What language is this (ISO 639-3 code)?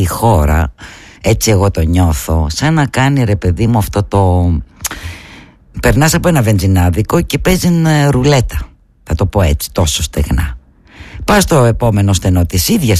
ell